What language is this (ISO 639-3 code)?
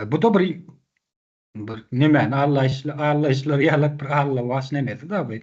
tuk